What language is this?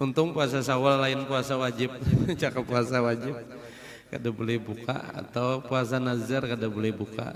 Banjar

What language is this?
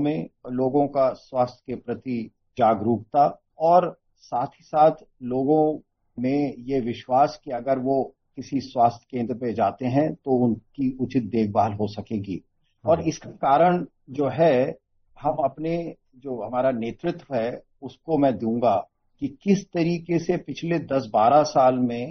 Hindi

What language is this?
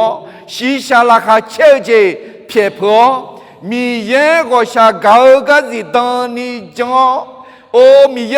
Akha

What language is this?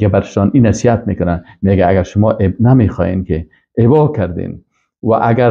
Persian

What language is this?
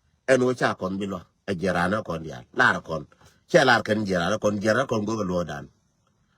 Nuer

